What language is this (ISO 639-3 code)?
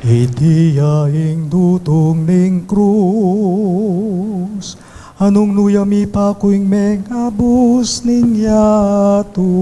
pam